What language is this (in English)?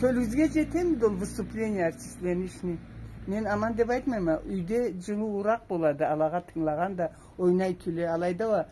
Karachay-Balkar